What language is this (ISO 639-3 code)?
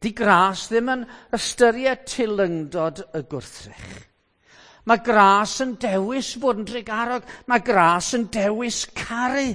cym